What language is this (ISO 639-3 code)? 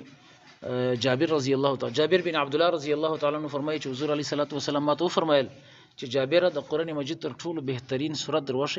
pus